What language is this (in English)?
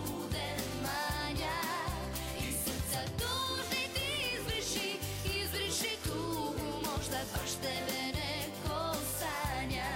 Croatian